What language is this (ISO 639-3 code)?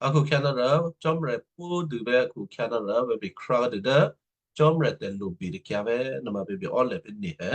kyu